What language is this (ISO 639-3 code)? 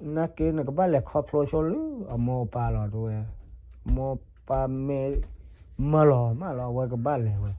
ksw